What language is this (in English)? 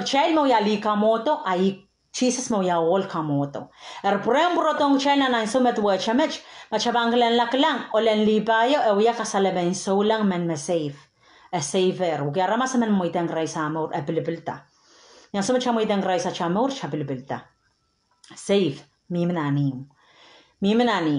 Pohnpeian